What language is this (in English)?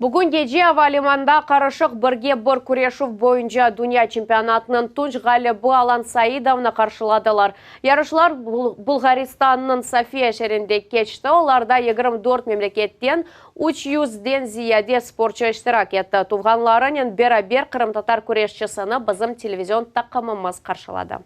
Crimean Tatar